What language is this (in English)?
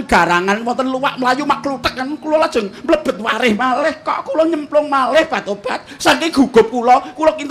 Javanese